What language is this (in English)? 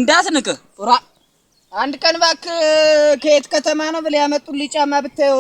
Amharic